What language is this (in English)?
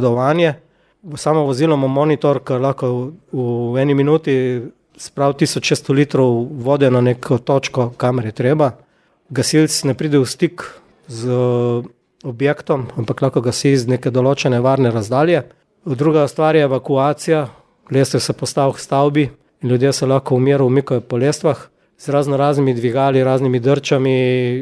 Slovenian